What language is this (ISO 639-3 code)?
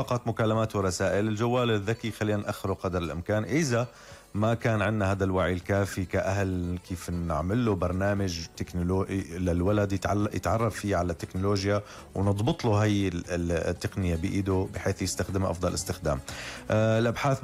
apc